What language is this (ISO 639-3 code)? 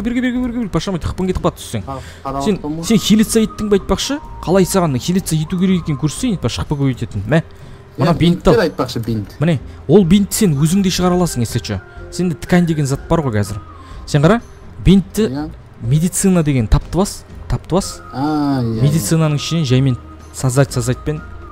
kaz